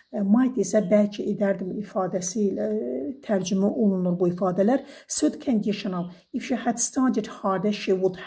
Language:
Azerbaijani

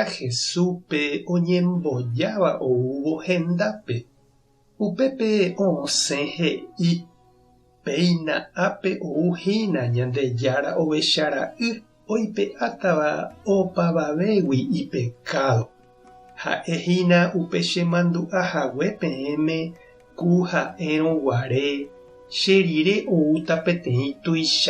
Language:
Guarani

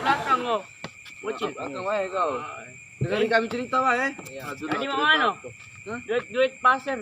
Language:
Musi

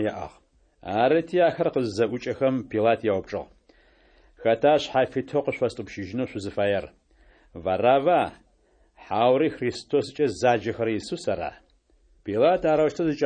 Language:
Adyghe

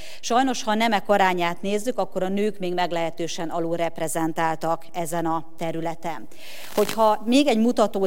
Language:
Hungarian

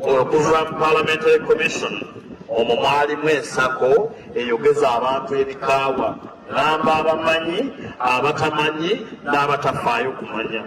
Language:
Ganda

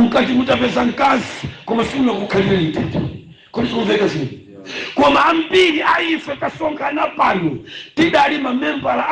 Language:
Nyanja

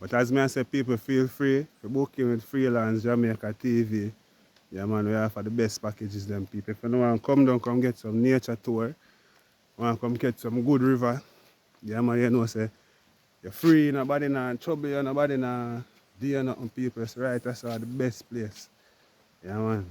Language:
Jamaican Creole English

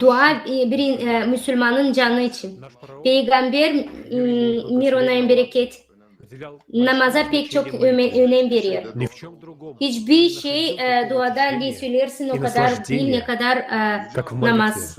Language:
Gagauz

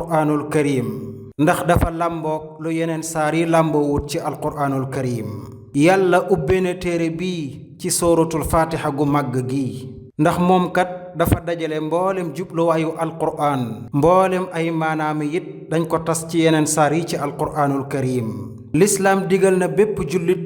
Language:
Wolof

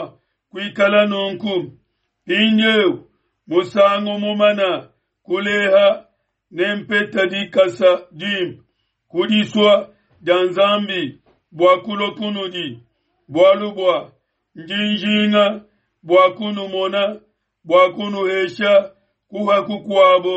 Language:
Luba-Lulua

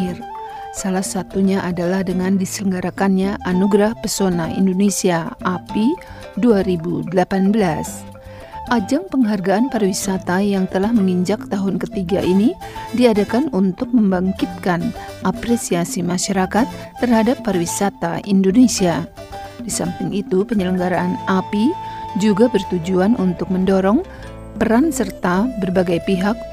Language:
Indonesian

